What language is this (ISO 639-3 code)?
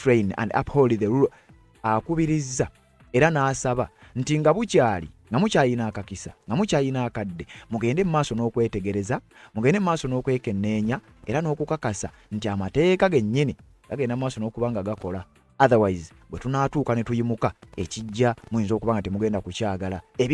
lug